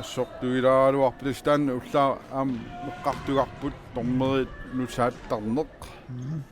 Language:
Kalaallisut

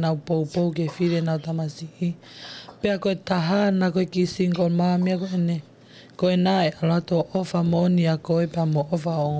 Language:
Tongan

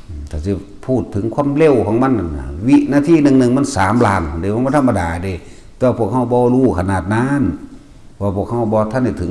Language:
Northeastern Thai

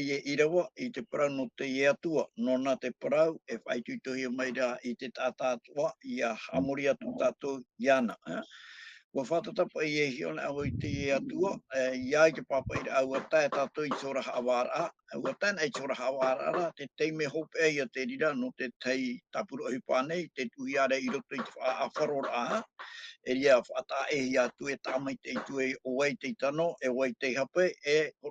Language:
Tahitian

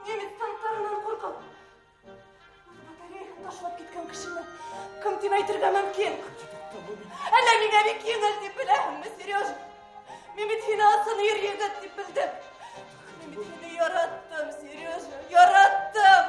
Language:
Bashkir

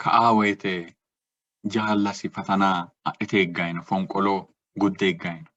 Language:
Sidamo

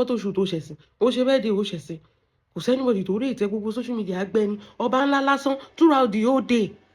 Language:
Yoruba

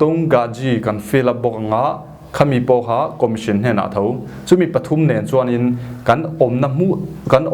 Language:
Falam Chin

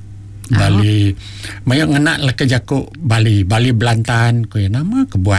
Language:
Iban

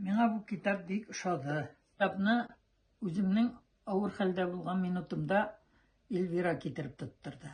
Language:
Tatar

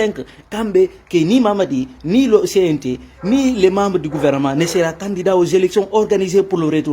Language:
Fula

